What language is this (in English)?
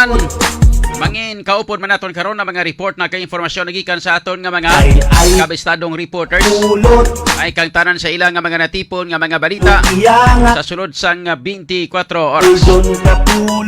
Hiligaynon